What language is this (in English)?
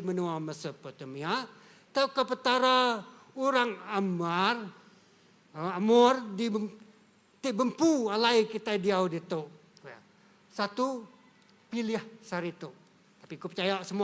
Iban